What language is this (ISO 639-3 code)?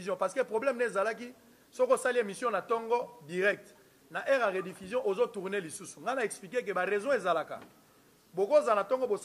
lin